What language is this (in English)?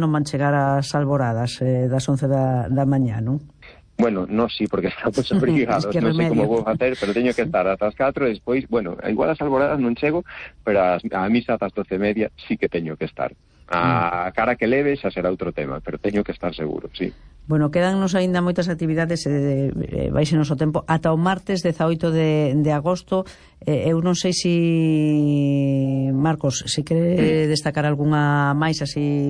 Galician